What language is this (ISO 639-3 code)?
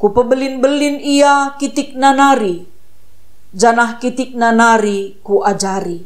btx